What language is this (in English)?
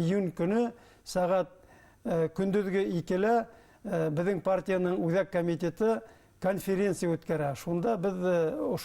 Bashkir